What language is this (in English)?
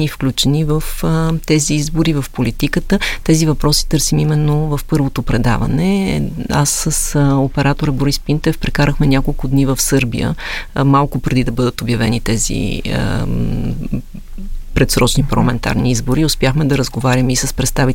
Bulgarian